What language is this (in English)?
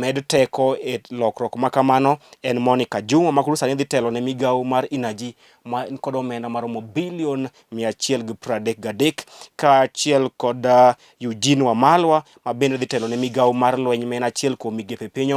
Luo (Kenya and Tanzania)